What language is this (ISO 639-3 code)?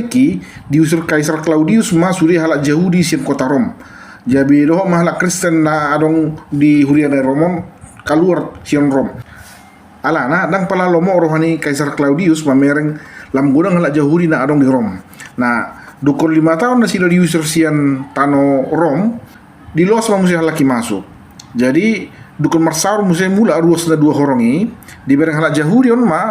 bbc